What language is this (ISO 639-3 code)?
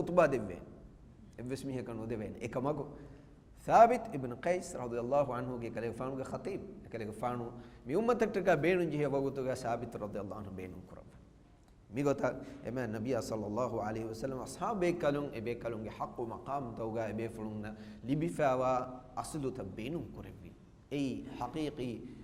div